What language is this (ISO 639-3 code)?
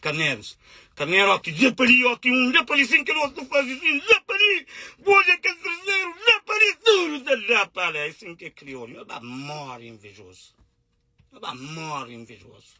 kea